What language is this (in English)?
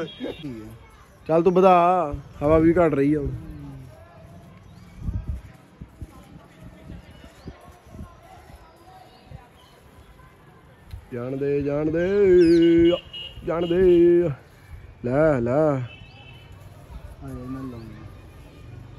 Punjabi